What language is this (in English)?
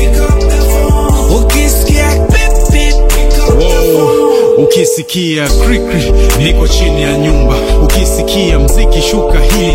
Swahili